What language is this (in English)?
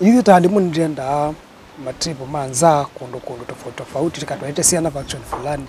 Kamba